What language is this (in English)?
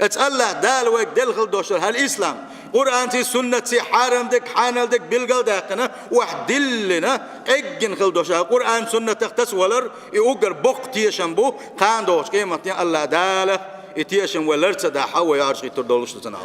Chechen